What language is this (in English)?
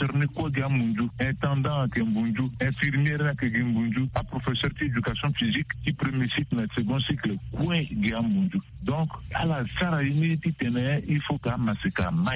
Sango